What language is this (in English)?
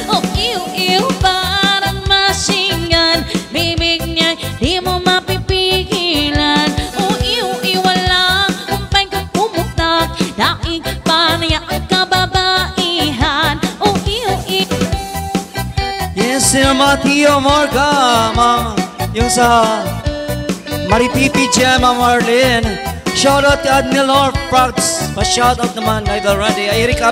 Filipino